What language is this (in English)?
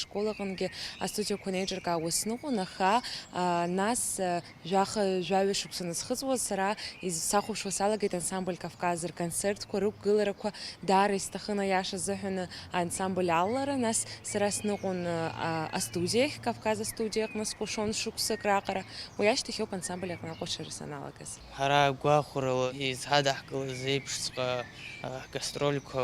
Abkhazian